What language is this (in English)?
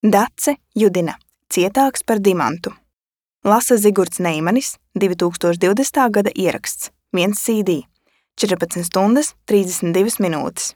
Latvian